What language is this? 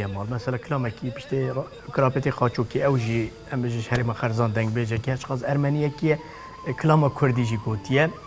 Kurdish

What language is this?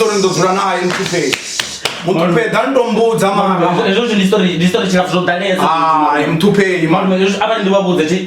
Venda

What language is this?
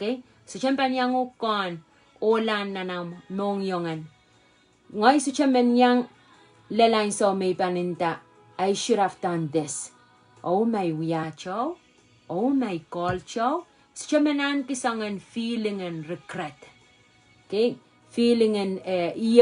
Pohnpeian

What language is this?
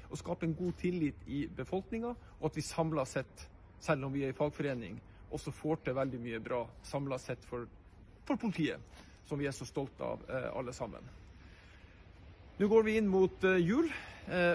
Norwegian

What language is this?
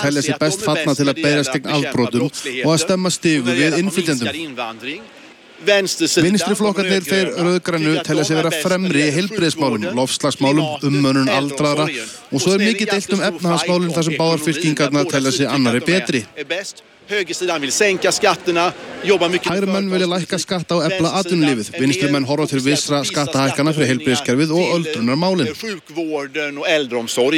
Icelandic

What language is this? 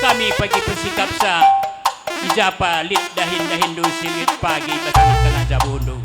Batak Karo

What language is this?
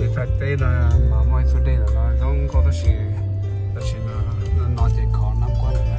Hmong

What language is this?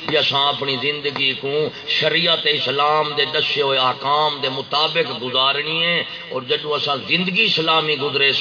Saraiki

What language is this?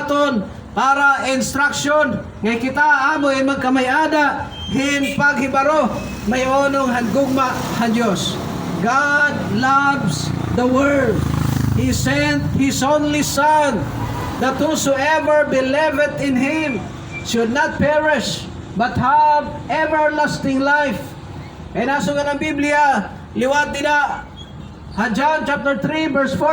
Waray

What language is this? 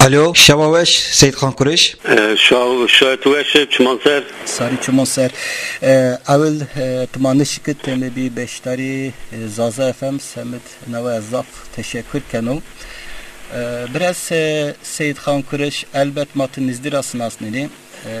Zaza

